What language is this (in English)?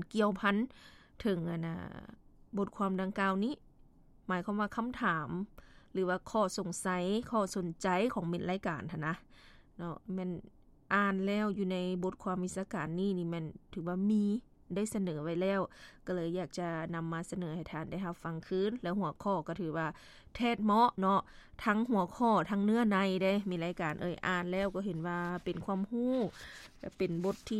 Lao